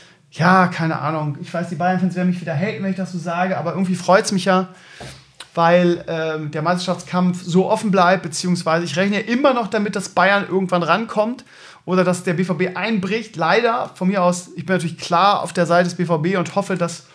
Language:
German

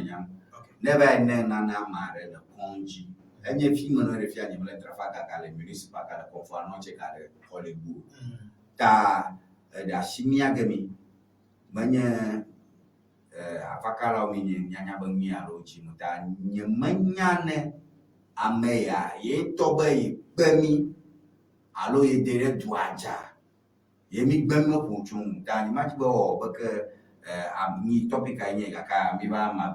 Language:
Ewe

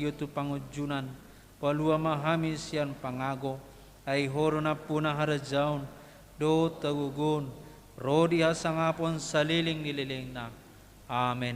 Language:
Batak Toba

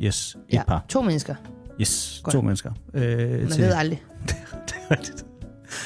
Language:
Danish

